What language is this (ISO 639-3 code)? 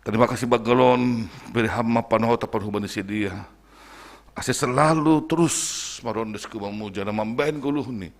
bts